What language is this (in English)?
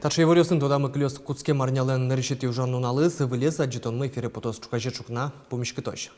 Udmurt